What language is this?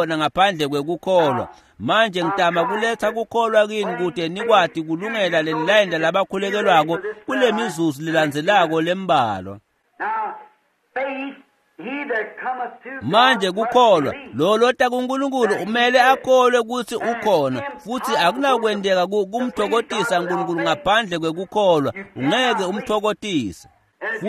Swati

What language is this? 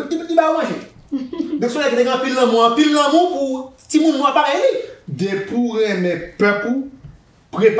Haitian Creole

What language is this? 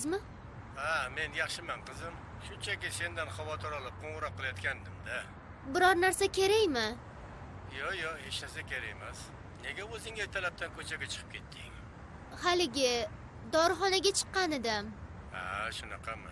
Uzbek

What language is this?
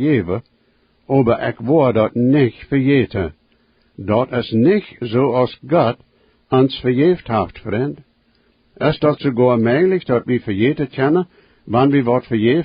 Plautdietsch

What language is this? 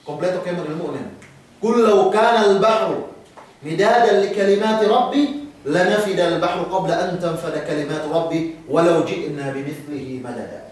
Yakan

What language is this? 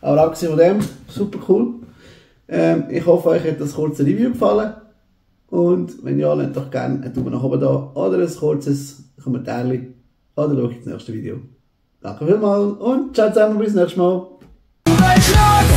Swiss German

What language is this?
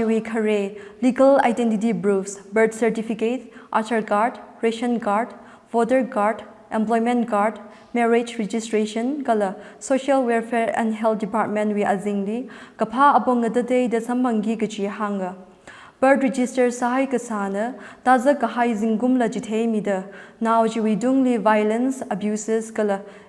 Tangkhul Naga (India)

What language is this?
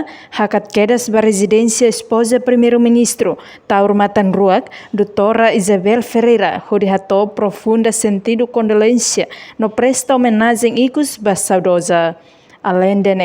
Tetum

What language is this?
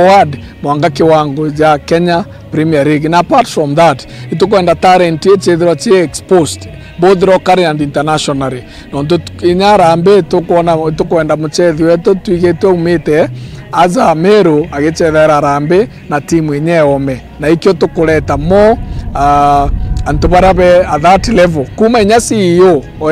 Meru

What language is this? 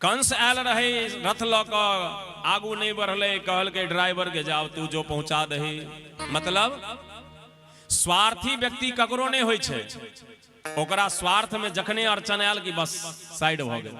Maithili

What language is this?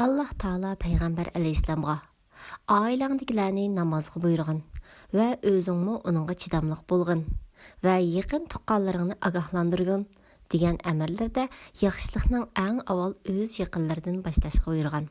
Uyghur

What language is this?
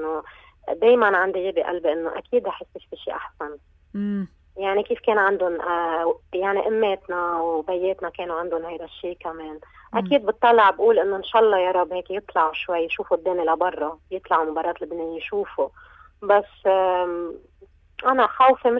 North Levantine Arabic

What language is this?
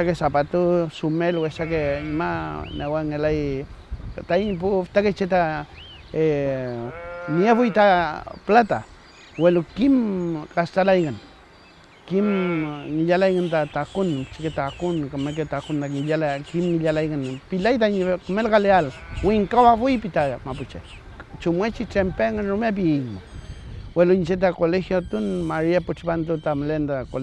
Mapuche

